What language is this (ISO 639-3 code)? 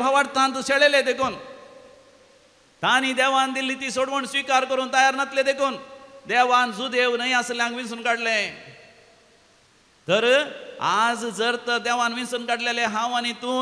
kok